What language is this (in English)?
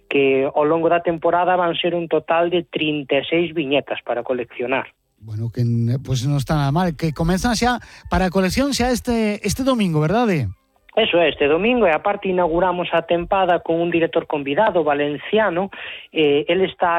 Galician